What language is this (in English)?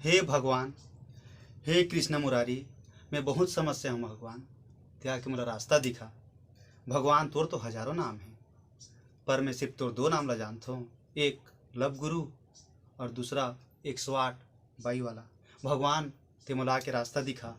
Chhattisgarhi